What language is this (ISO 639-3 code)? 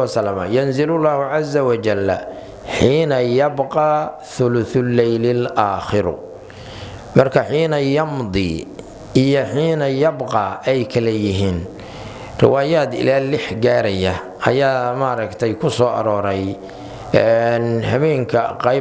som